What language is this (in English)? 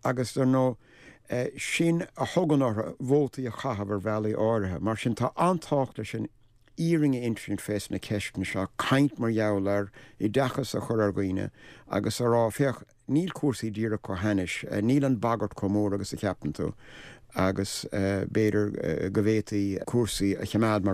Irish